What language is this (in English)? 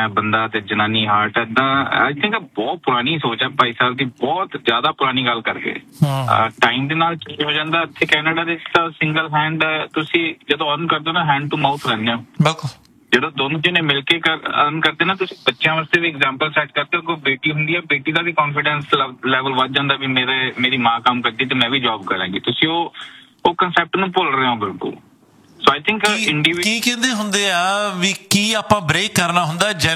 Punjabi